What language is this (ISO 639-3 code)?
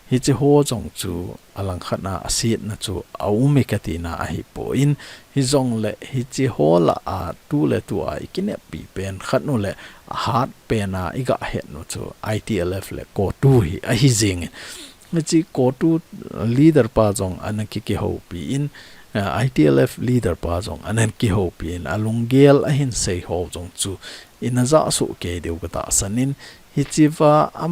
tcz